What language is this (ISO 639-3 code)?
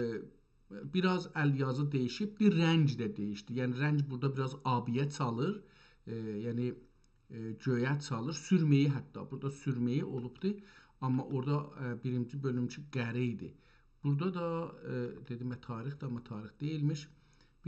azb